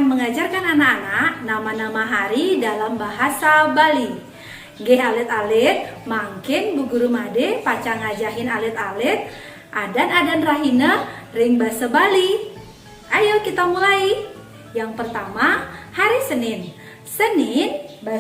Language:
Balinese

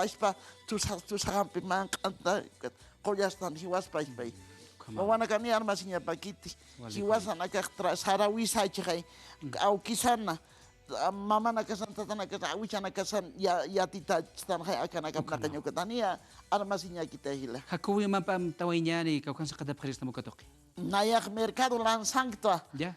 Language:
Aymara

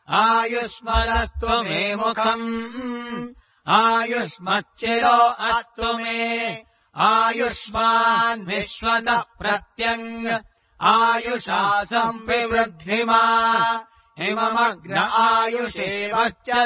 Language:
Sanskrit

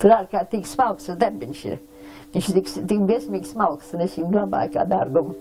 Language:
Latvian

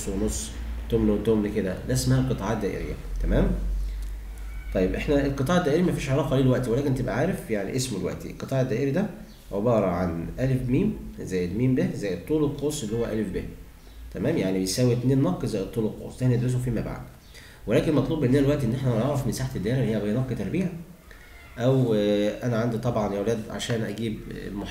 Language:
Egyptian Arabic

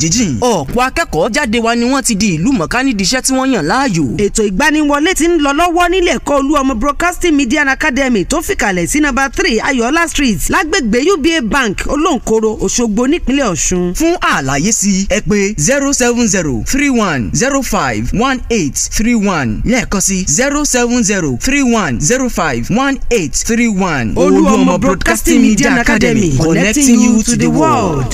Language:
Yoruba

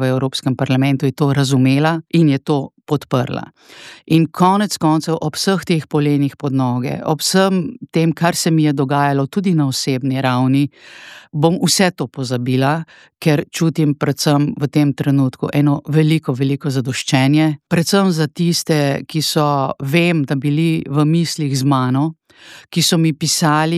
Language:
Slovenian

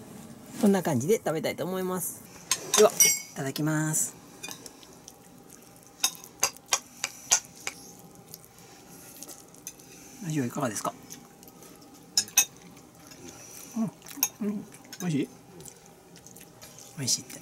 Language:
Japanese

